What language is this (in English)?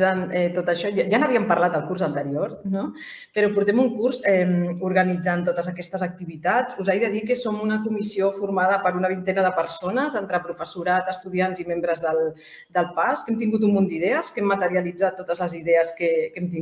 Catalan